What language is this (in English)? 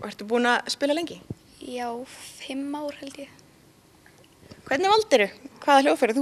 Icelandic